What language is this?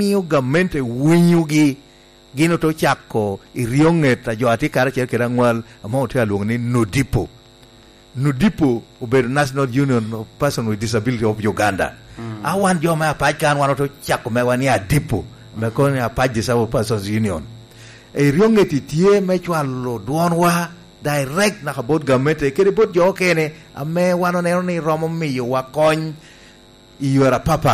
Lango (Uganda)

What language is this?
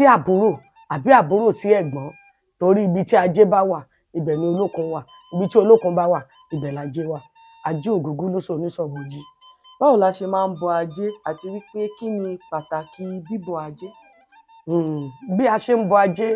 Yoruba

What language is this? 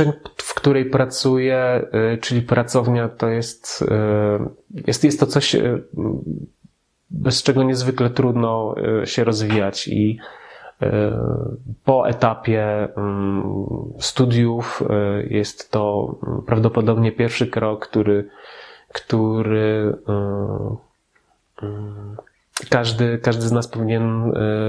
Polish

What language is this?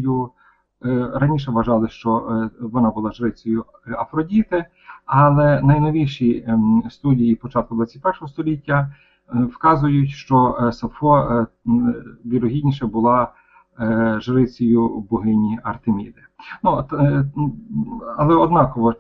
Ukrainian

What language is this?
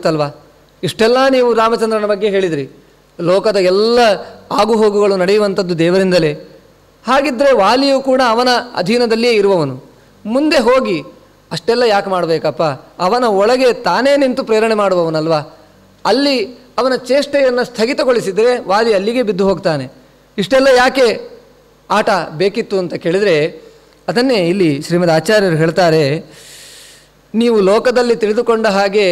Kannada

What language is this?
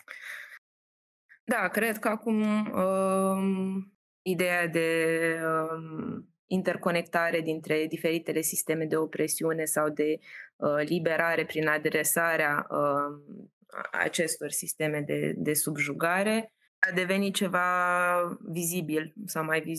Romanian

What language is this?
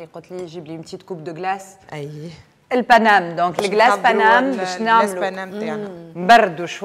Tunisian Arabic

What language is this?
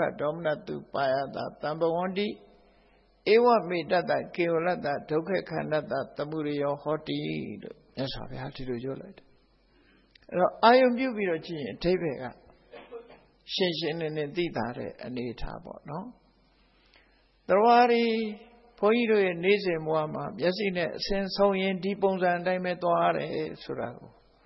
Burmese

